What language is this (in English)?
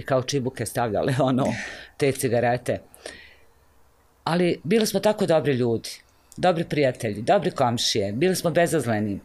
Bosnian